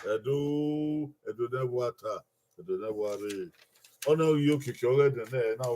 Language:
Bini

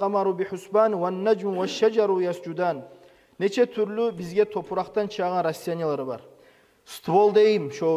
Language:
Kumyk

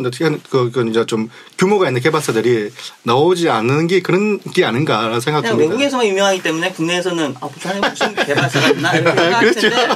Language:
Korean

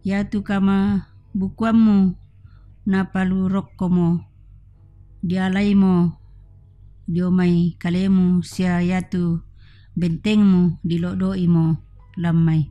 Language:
Toraja-Sa'dan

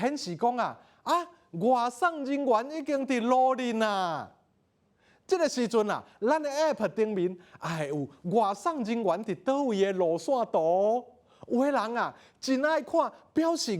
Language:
Min Nan Chinese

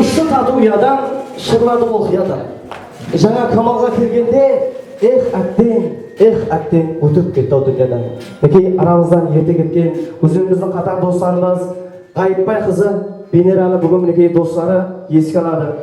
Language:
Kara-Kalpak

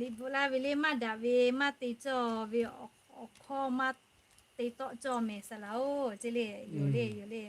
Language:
Lahu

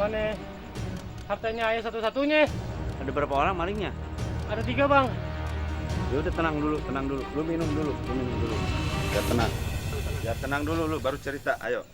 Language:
Betawi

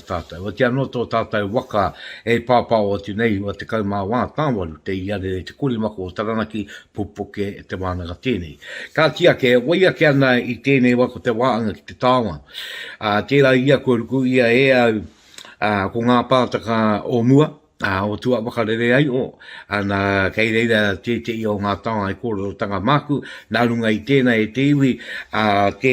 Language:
Māori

